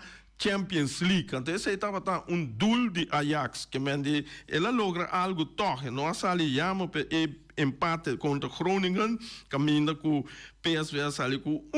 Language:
Papiamento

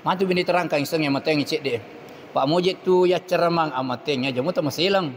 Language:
Buginese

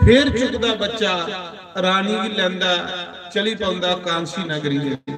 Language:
Dogri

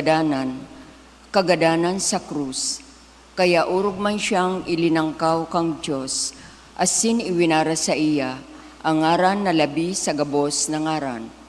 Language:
Bikol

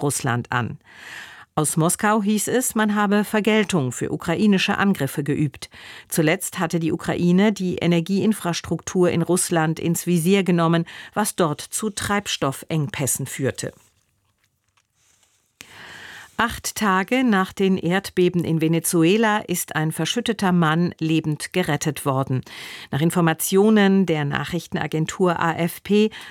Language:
German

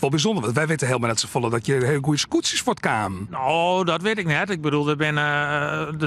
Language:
Western Frisian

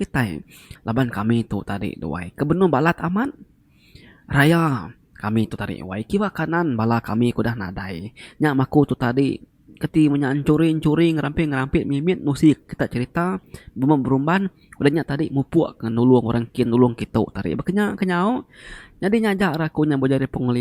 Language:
Iban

